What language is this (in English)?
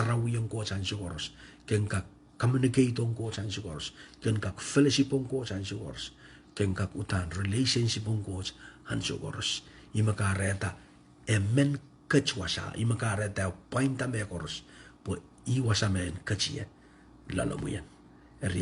Pohnpeian